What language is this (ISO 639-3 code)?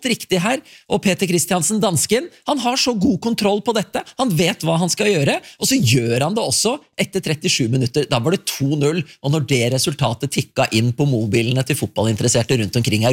nor